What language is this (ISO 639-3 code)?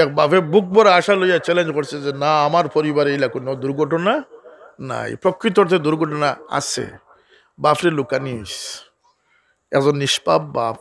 syl